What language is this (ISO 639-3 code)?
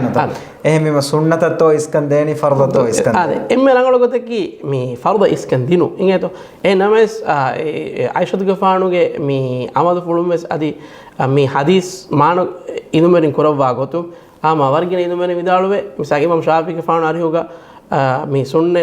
div